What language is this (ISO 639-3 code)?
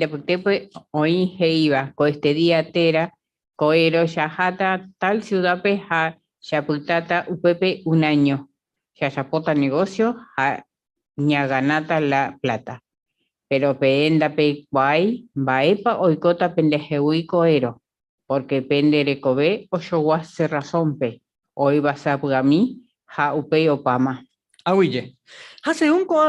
grn